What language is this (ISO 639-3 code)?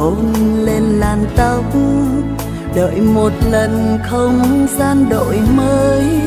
vie